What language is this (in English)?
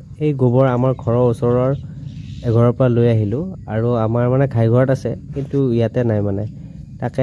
Assamese